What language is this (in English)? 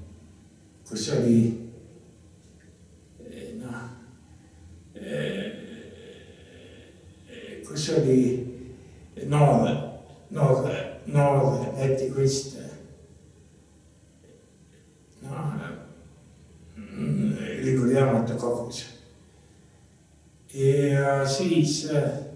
Estonian